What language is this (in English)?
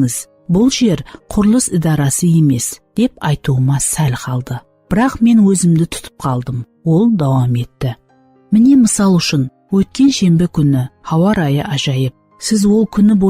Kara-Kalpak